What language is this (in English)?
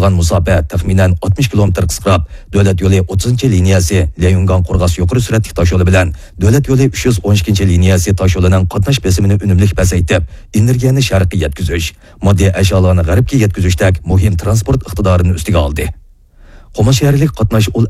Uyghur